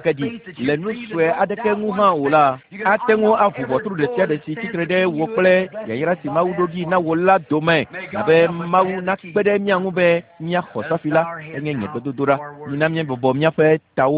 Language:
Ewe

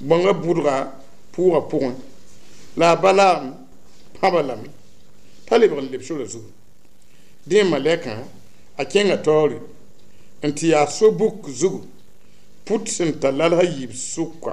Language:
Mossi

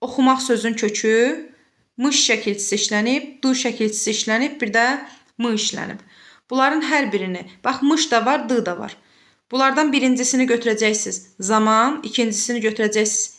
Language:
Azerbaijani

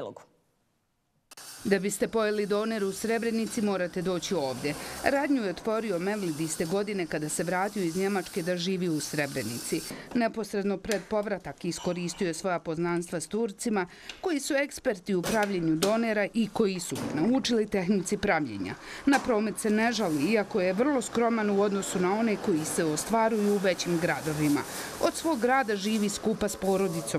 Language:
Bosnian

